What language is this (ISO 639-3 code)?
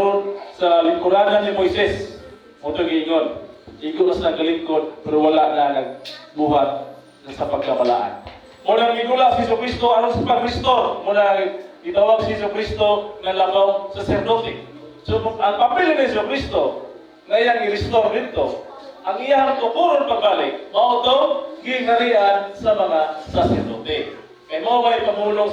ceb